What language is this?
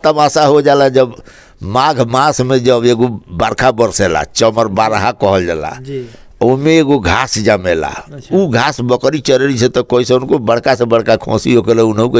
Bhojpuri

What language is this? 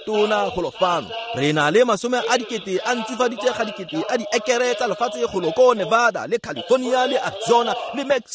Tswana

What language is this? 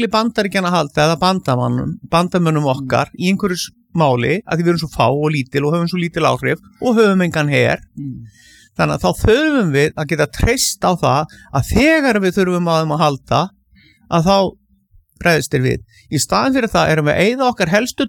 Icelandic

